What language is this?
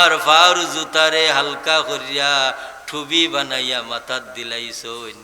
Sylheti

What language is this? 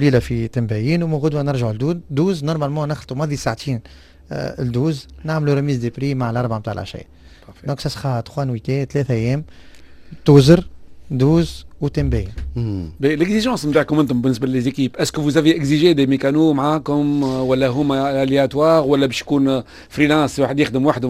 Tunisian Arabic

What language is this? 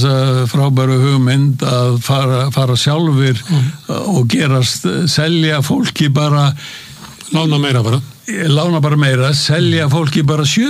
Icelandic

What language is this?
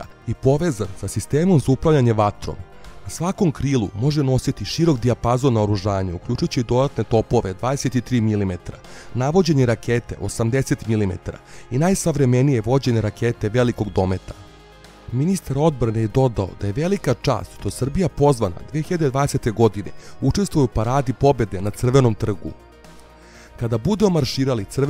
Serbian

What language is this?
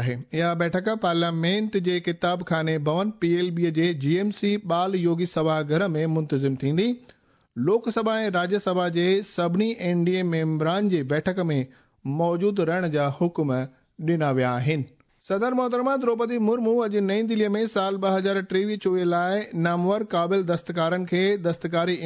Sindhi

